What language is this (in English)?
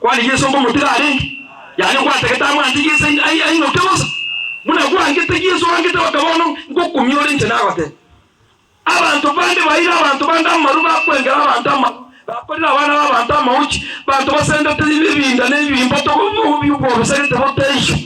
Gusii